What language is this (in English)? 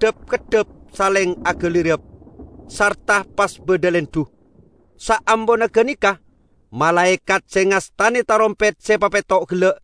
Madurese